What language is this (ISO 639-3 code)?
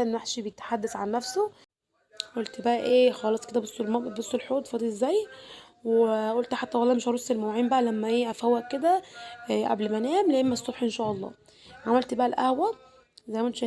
arz